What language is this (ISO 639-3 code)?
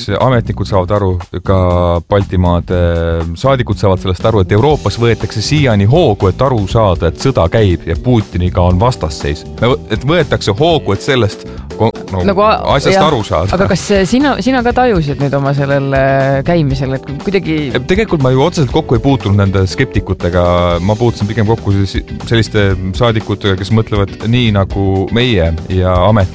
est